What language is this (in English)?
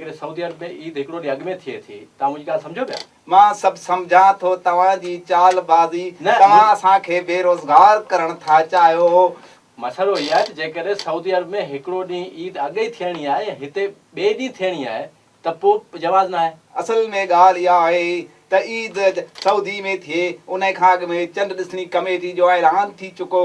Sindhi